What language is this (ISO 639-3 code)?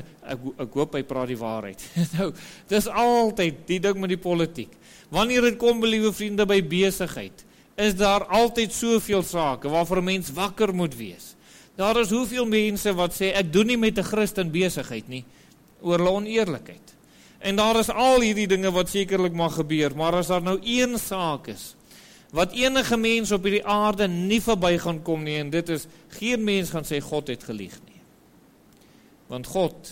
afr